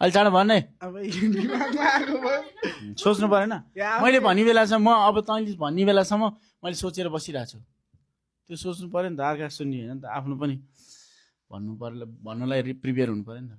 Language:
Nepali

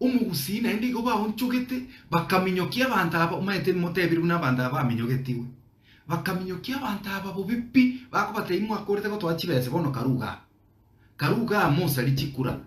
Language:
Gusii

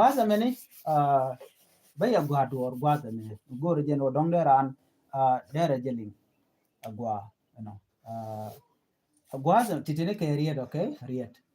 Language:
Nuer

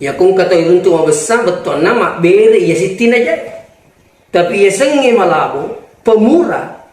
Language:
Buginese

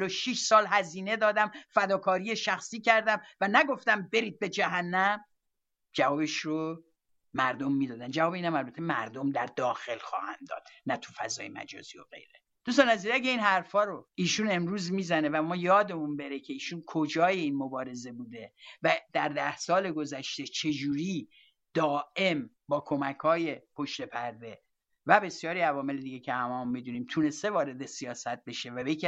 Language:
Persian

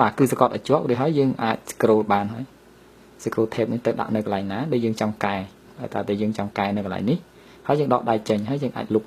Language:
Khmer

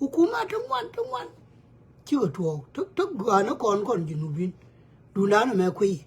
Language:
Nuer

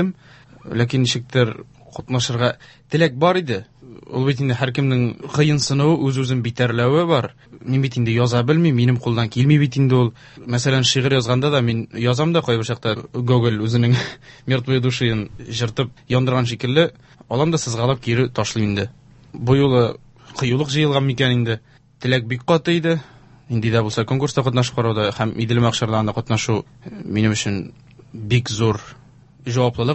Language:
Tatar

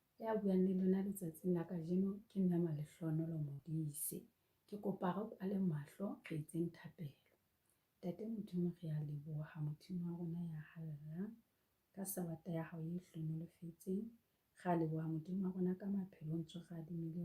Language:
Southern Sotho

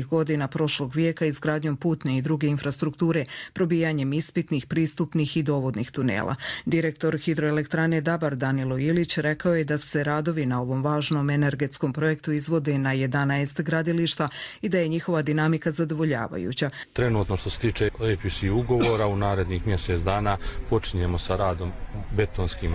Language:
Croatian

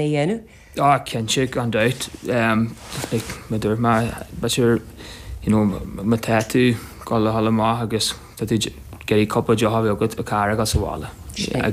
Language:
Irish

